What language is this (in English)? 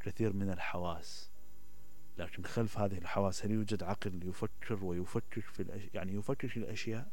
Mesopotamian Arabic